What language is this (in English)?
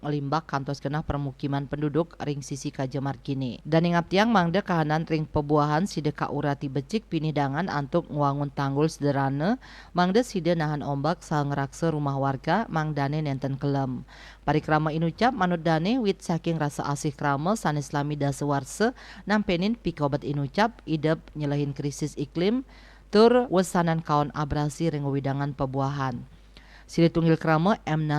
Balinese